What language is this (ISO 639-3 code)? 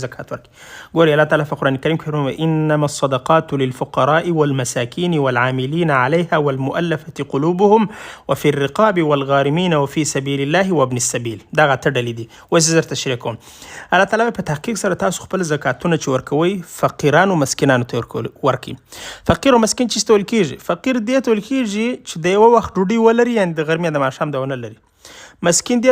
pus